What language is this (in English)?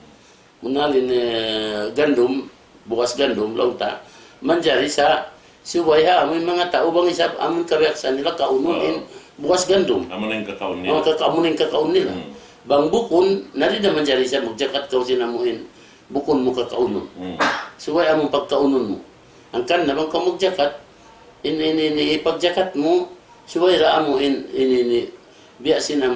Tausug